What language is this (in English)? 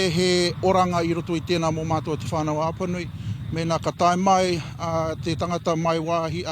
Māori